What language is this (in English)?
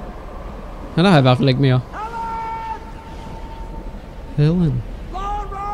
Danish